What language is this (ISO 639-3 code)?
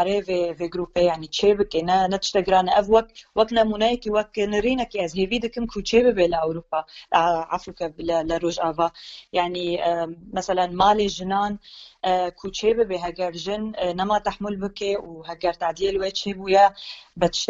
kur